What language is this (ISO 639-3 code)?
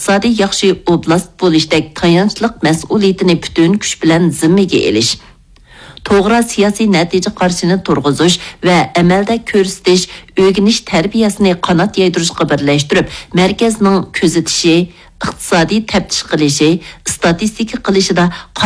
uig